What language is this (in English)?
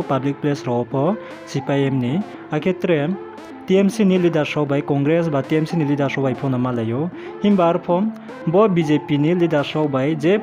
Riang (India)